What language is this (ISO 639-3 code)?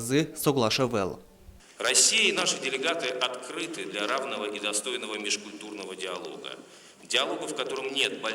udm